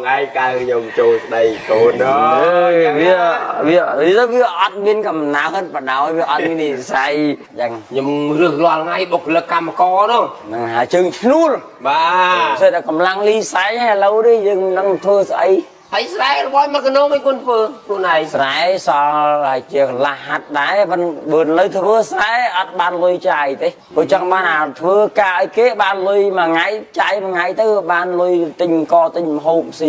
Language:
Khmer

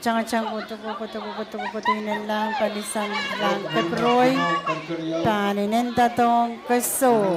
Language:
Pohnpeian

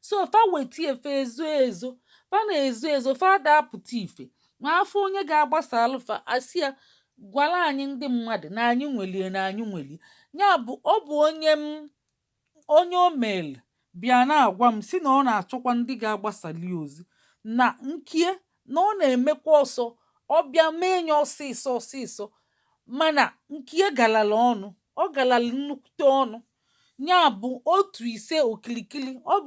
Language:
Igbo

